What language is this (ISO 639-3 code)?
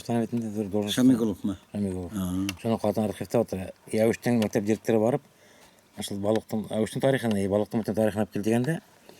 bak